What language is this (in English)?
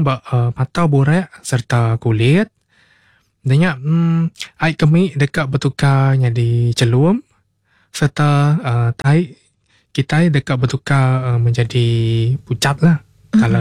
Iban